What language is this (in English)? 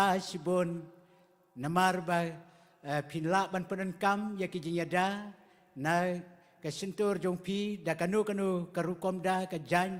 Khasi